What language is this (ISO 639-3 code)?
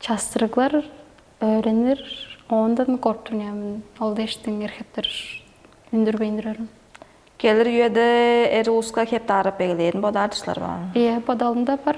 tyv